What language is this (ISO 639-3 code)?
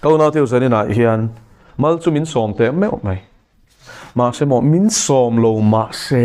lus